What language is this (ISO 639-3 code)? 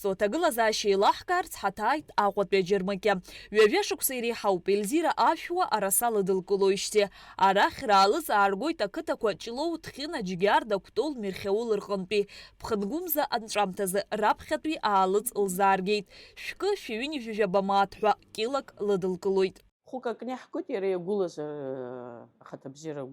abk